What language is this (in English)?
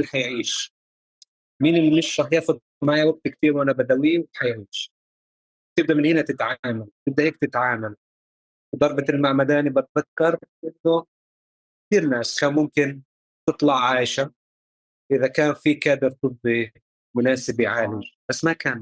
North Levantine Arabic